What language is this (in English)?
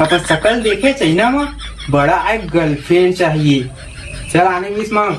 Chhattisgarhi